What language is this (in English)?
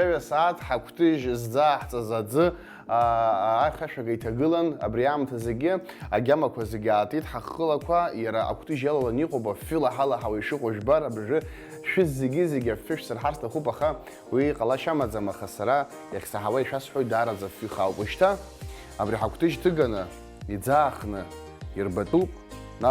Abkhazian